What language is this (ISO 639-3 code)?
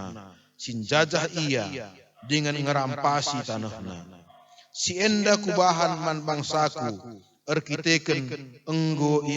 btx